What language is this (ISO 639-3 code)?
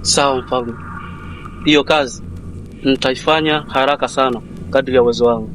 swa